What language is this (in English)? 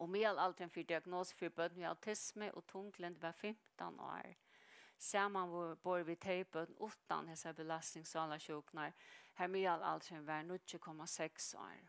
Faroese